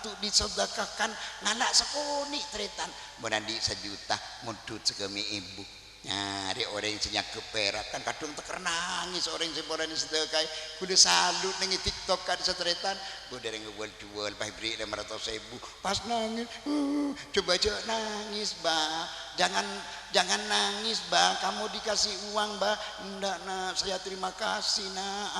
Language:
Madurese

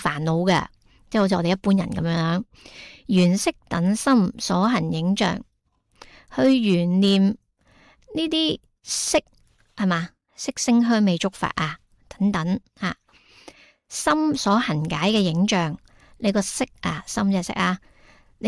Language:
Cantonese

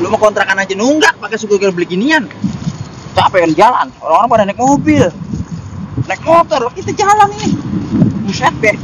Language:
Betawi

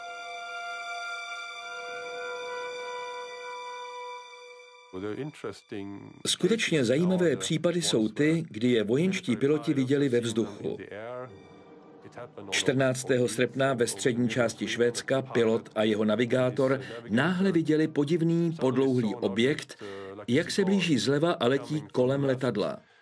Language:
Czech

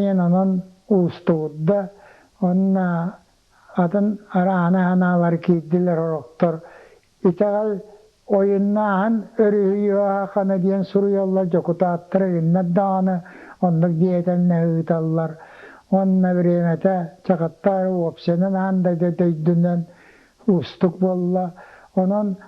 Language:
Yakut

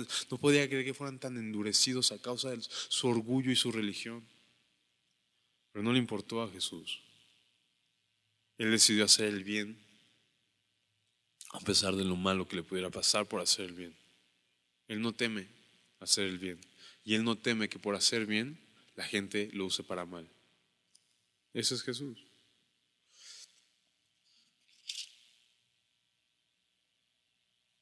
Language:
Spanish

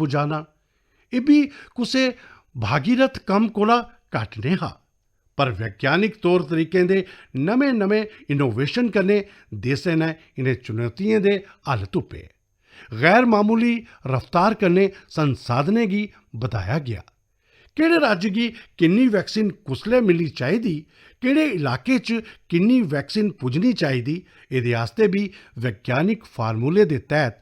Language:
Dogri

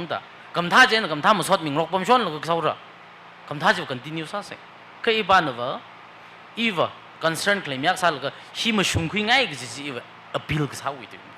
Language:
Tangkhul Naga (India)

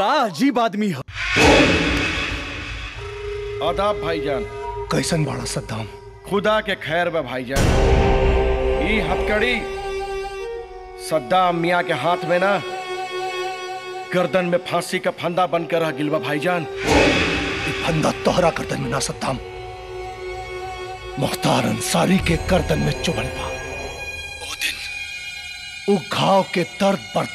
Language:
Bhojpuri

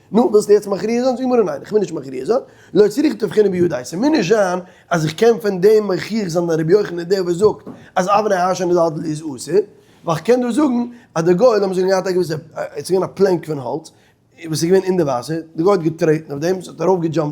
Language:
Yiddish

